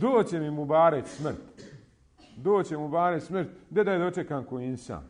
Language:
Bosnian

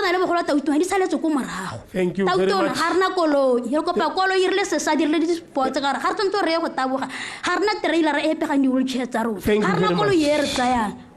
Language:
Tswana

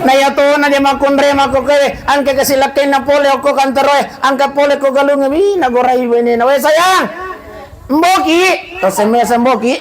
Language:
Buginese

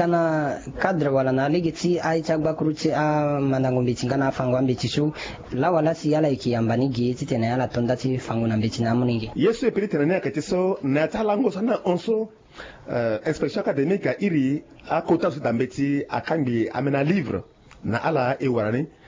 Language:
Sango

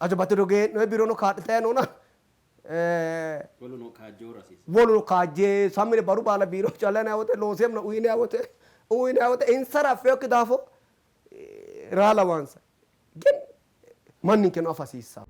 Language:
Sidamo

